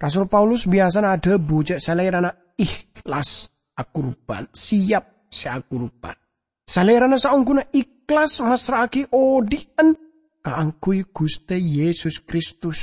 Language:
Madurese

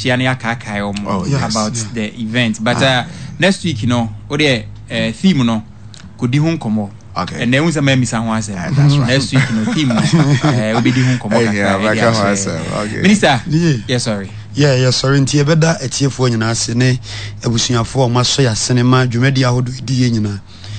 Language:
Akan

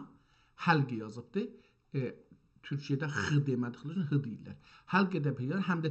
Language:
South Azerbaijani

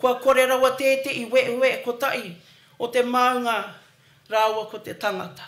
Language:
Māori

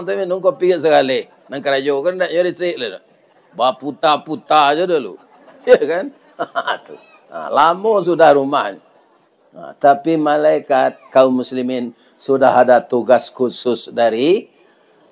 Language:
Minangkabau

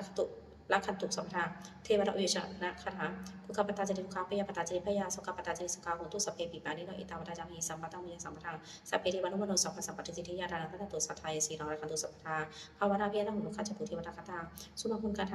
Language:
Pali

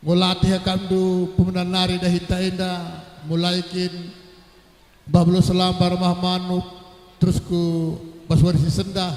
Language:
Batak Karo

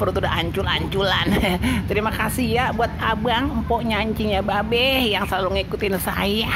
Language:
Betawi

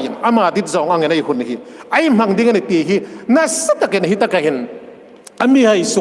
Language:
Hmar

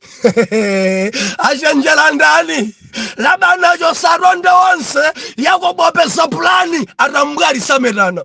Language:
Nyanja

